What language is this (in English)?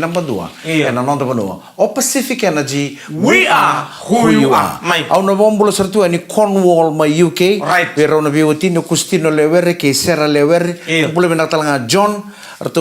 Fijian